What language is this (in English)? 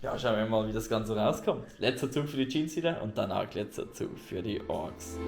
Swiss German